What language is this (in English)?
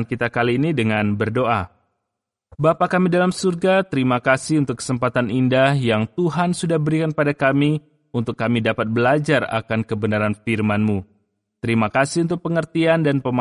Indonesian